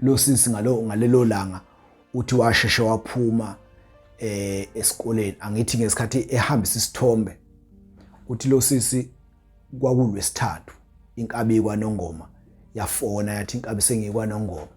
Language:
Zulu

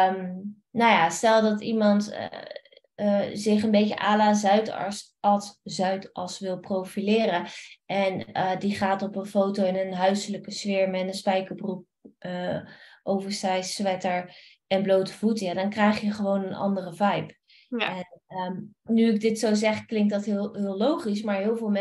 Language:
Dutch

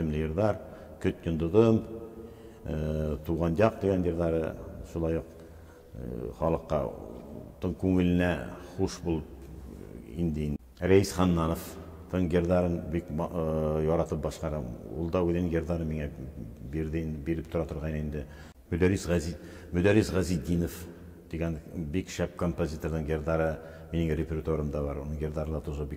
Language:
Bashkir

